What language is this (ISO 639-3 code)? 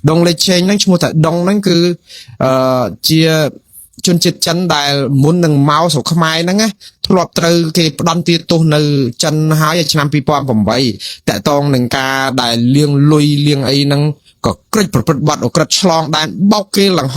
khm